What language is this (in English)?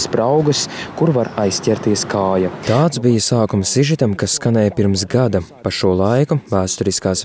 Latvian